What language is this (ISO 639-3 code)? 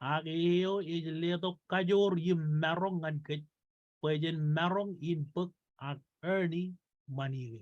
mah